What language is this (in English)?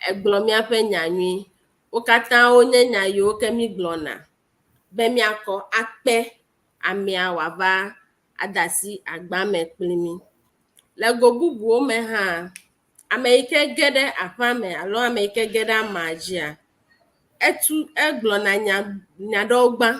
Ewe